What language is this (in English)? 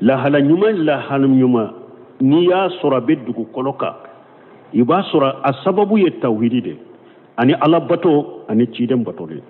Bambara